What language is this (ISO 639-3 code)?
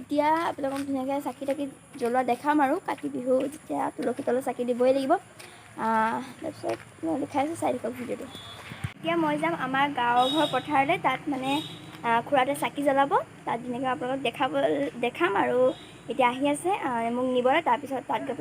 asm